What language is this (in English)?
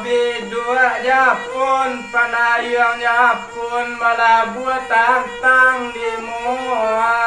Minangkabau